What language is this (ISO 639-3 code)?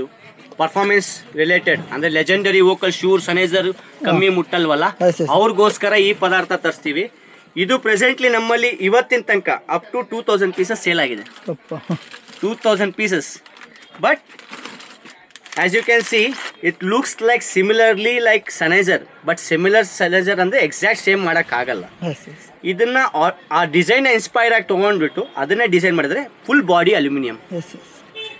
kan